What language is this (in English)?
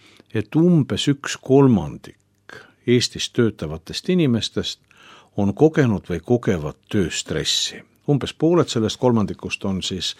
Estonian